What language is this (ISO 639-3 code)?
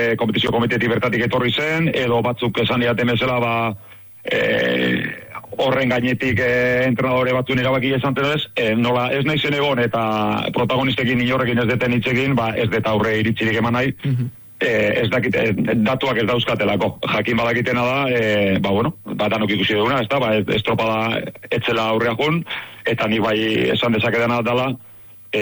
eus